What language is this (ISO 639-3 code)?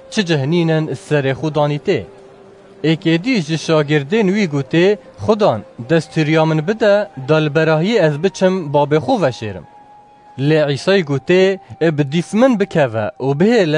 kur